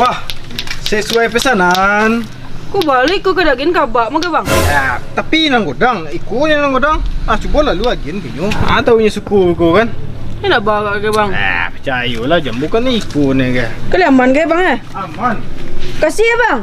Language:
Minangkabau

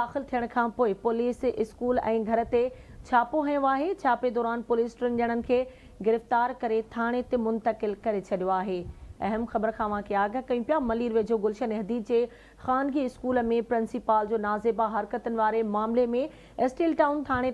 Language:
Sindhi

